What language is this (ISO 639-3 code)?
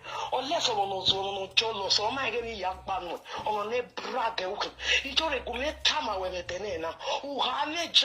pcm